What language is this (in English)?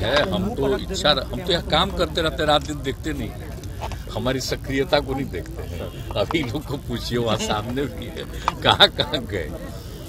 Hindi